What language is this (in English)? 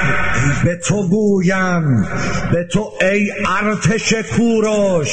Persian